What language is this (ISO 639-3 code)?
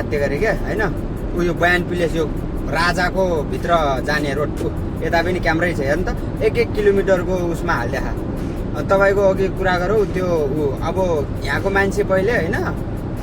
nep